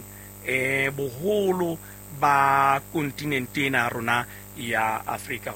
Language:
Southern Sotho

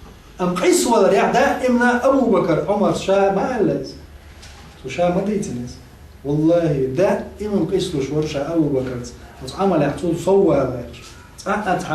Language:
Chechen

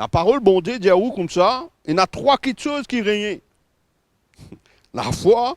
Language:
Morisyen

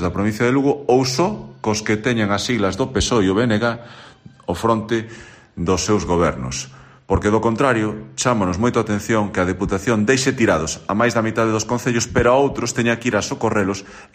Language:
Galician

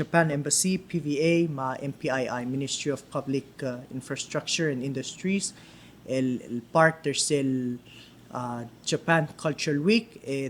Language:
Palauan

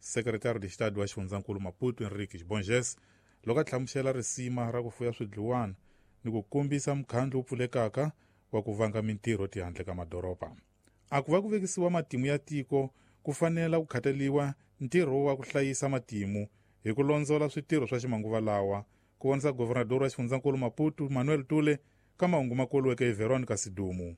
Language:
Tsonga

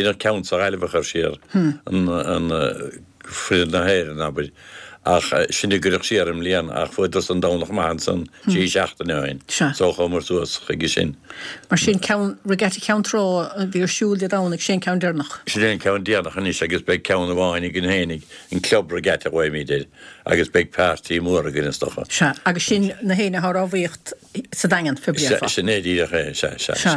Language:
Irish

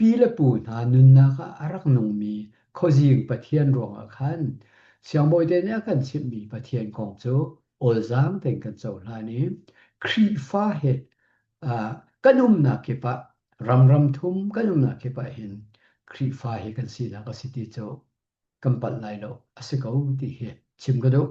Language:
Hakha Chin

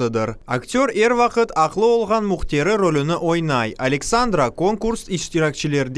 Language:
Crimean Tatar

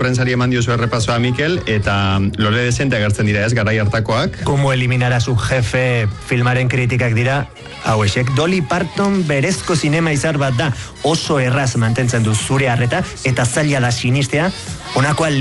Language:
Basque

